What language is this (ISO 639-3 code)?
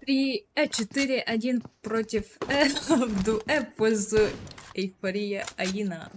sah